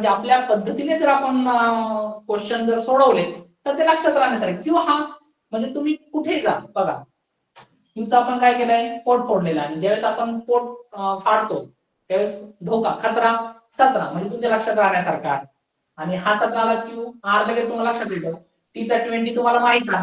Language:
Marathi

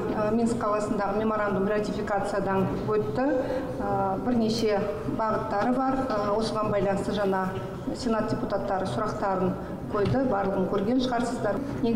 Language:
Kazakh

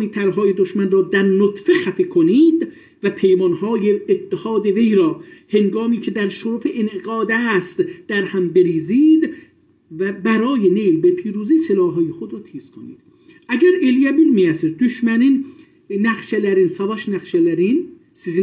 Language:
South Azerbaijani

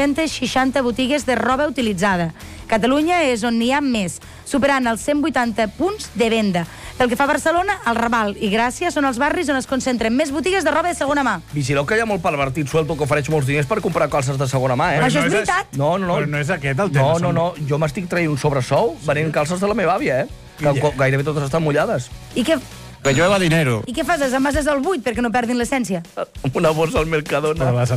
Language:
Catalan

